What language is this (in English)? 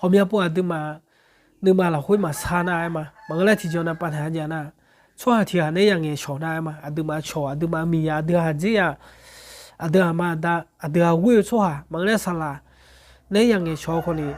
Akha